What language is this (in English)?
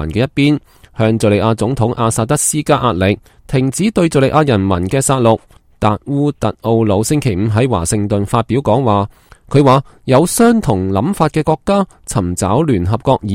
Cantonese